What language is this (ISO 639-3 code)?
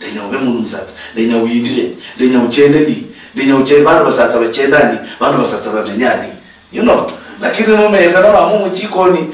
luy